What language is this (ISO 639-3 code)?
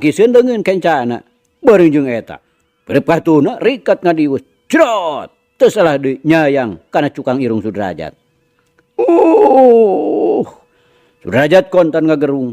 sun